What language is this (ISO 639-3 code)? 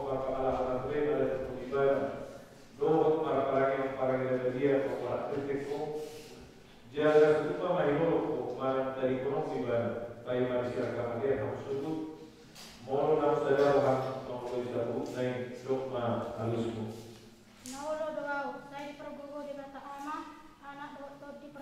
bbc